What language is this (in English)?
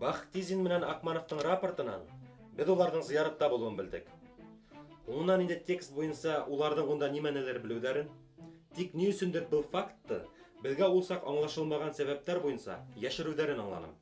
Bashkir